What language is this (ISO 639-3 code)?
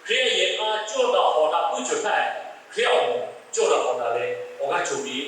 lhu